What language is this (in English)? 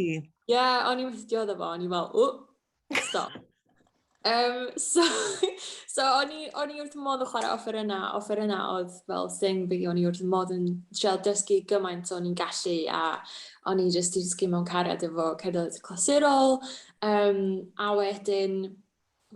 Welsh